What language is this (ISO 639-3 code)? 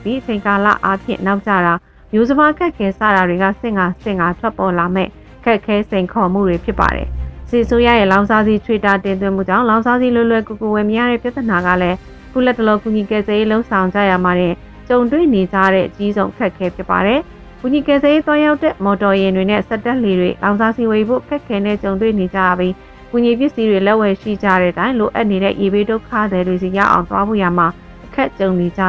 mya